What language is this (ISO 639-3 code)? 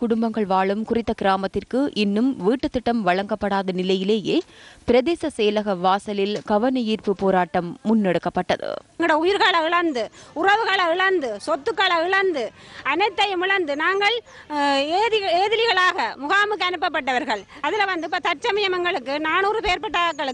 tam